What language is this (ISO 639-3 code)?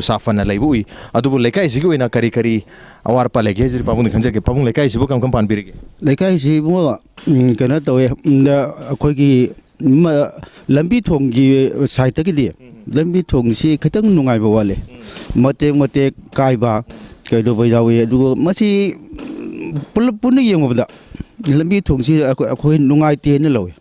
mni